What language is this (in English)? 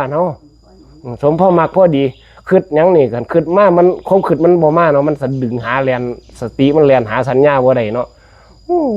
Northeastern Thai